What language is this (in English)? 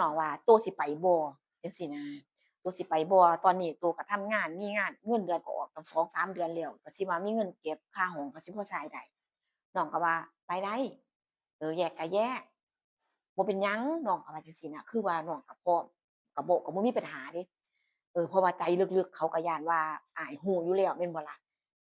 Northeastern Thai